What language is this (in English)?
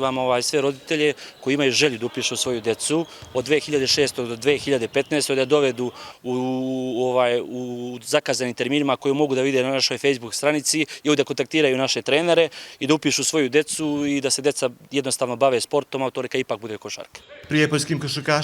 Serbian